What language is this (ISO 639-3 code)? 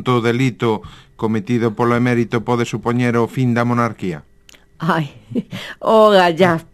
glg